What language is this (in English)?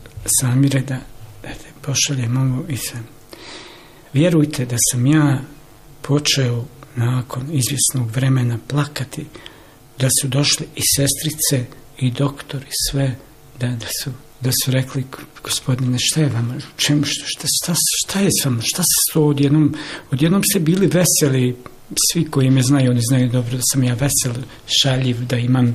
Bosnian